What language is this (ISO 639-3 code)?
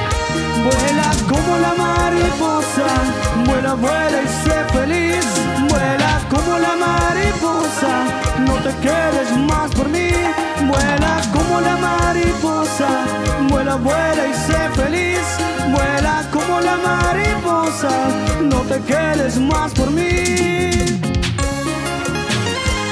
spa